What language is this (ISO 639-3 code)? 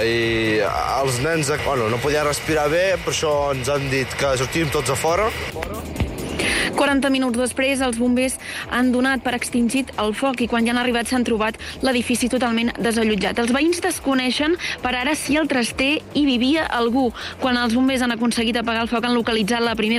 cat